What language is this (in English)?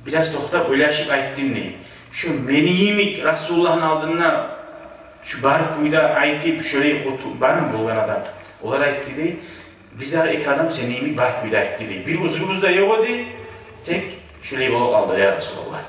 Kumyk